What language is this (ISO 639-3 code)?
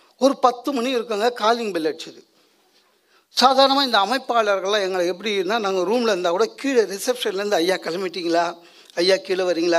tam